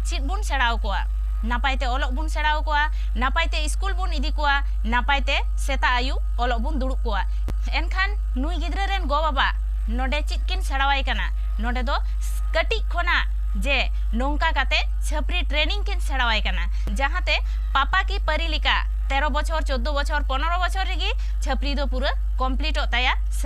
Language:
Santali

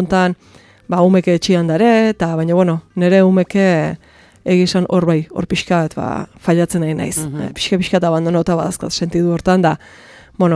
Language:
Basque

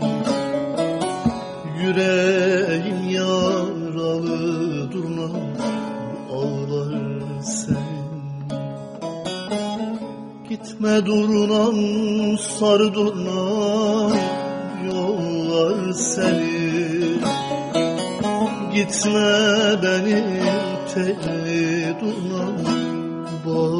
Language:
Turkish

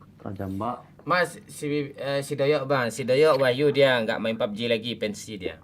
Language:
Minangkabau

